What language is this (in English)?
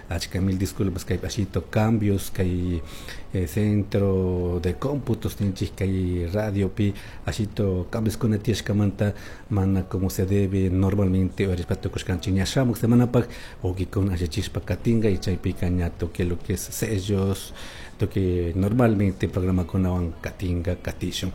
Chimborazo Highland Quichua